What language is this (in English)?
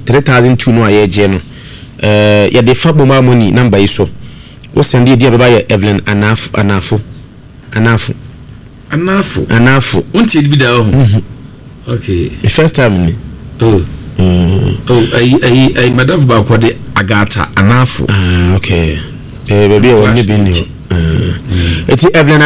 Akan